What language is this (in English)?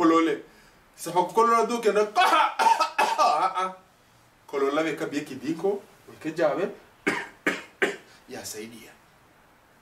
Swahili